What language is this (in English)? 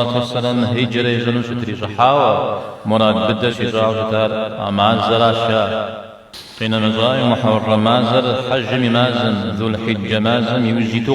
Kabardian